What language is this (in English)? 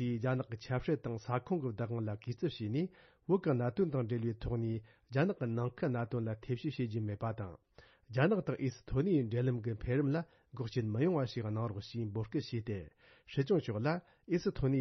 Tibetan